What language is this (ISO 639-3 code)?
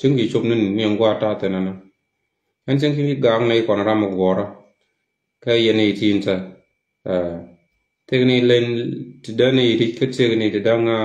nus